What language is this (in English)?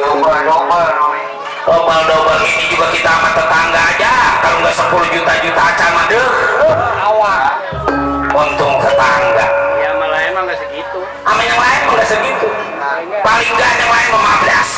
Betawi